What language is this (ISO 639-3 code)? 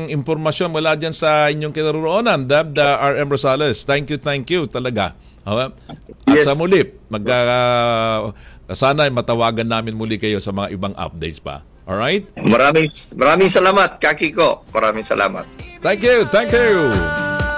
fil